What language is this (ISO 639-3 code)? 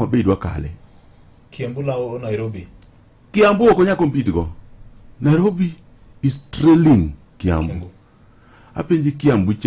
luo